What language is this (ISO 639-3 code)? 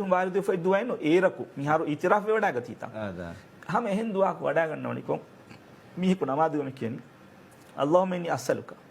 div